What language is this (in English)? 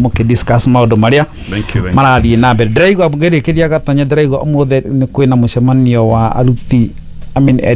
Kikuyu